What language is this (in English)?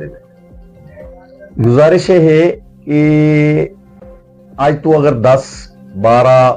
Western Panjabi